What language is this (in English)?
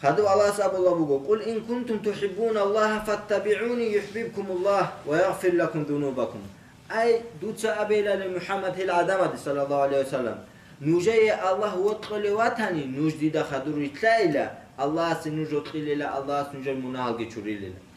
Avaric